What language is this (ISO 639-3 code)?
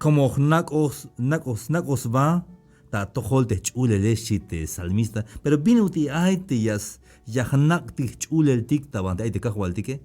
tzh